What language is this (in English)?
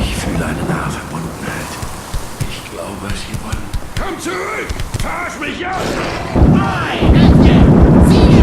Swiss German